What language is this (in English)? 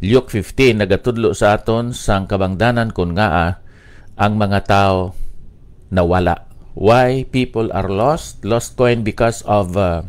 Hiligaynon